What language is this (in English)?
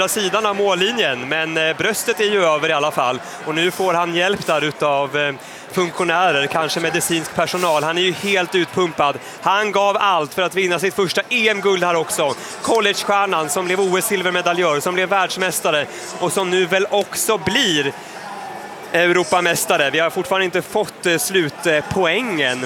Swedish